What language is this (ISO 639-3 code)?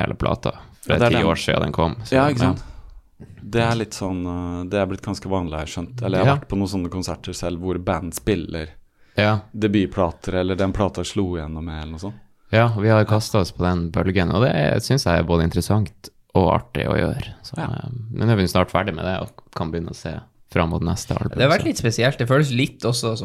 nor